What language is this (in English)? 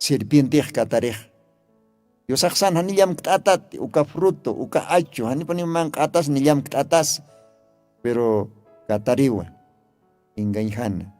Aymara